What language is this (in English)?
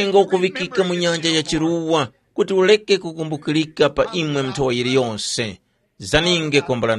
Tumbuka